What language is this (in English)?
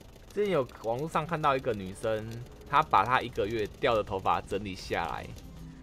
Chinese